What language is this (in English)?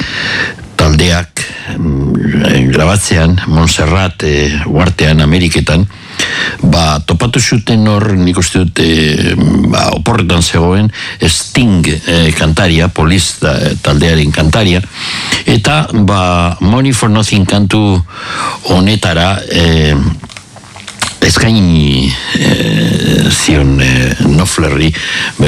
Basque